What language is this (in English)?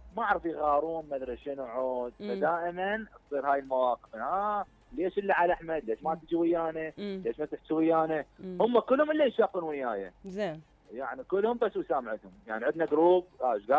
Mesopotamian Arabic